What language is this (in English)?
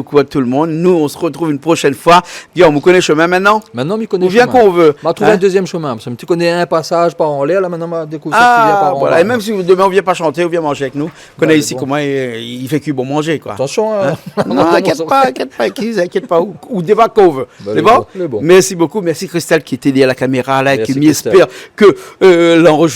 Réunion Creole French